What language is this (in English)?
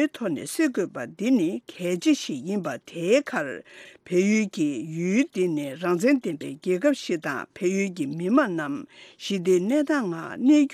Tibetan